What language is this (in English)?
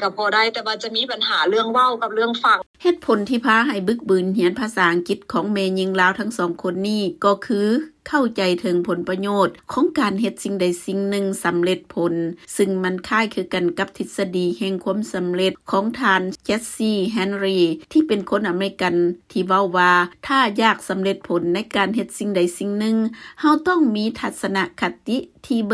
Lao